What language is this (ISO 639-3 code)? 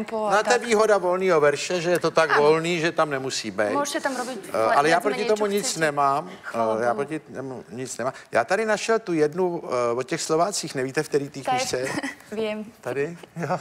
ces